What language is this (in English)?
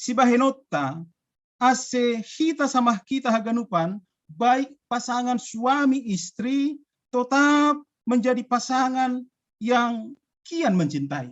Batak Simalungun